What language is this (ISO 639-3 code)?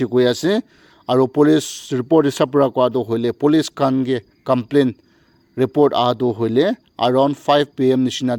nag